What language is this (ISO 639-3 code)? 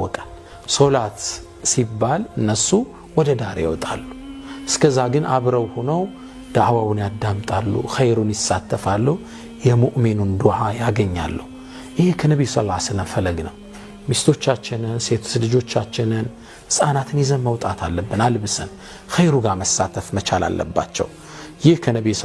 amh